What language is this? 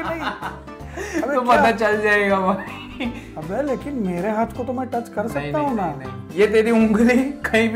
Hindi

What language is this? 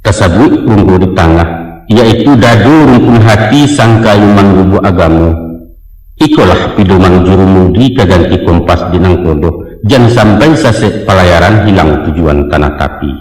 Minangkabau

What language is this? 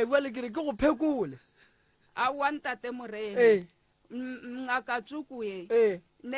Northern Sotho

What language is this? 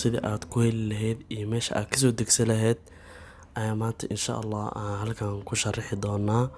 Somali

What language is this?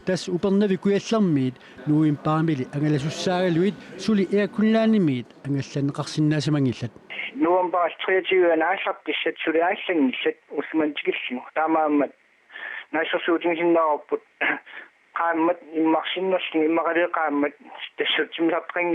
Kalaallisut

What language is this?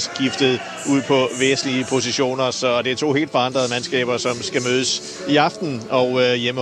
Danish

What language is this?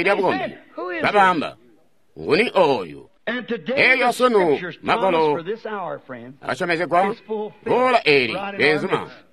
Tonga (Zambia)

